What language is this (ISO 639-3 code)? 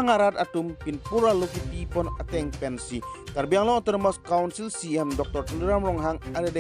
mjw